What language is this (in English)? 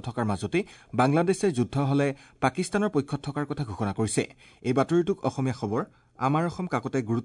Assamese